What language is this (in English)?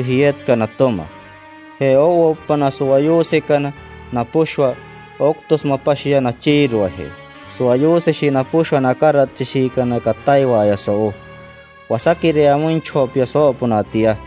Wayuu